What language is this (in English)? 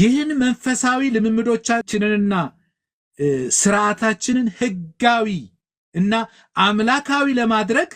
Amharic